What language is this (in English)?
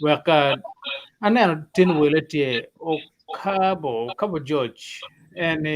Acoli